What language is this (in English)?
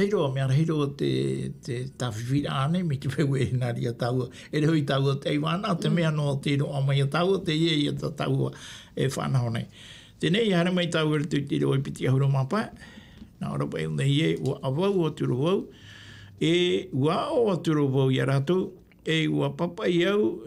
Tahitian